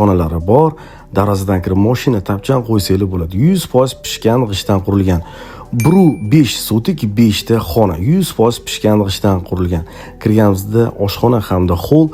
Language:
Uzbek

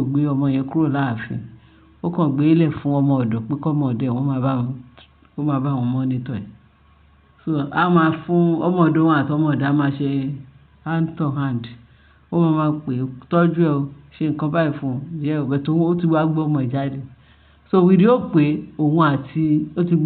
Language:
Yoruba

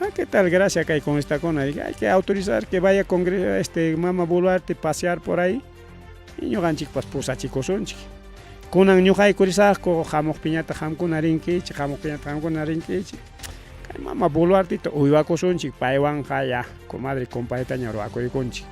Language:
Ayacucho Quechua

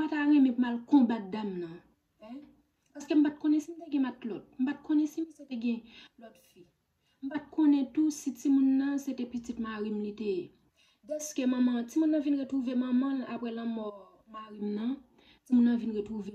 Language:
Haitian Creole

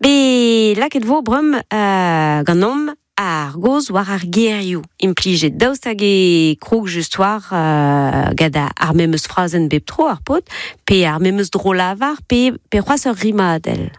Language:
Breton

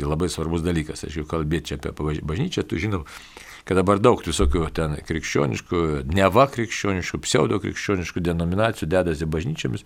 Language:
Lithuanian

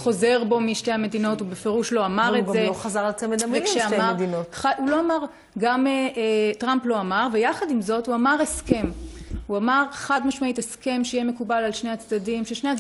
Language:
Hebrew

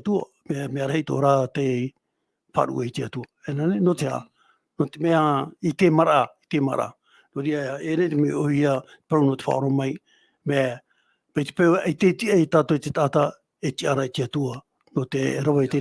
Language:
Tahitian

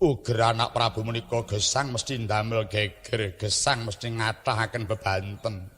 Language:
Javanese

